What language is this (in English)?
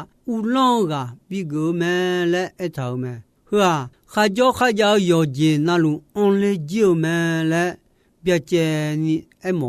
Akha